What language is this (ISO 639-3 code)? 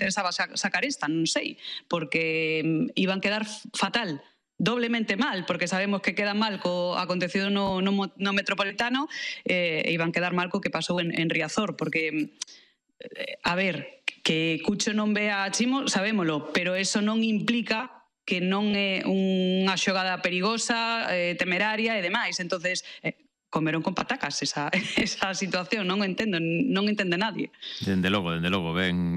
glg